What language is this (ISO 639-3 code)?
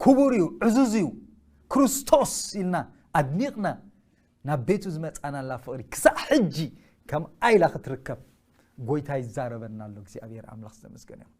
tir